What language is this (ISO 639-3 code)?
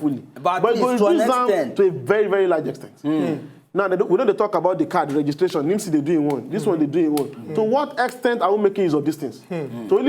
pcm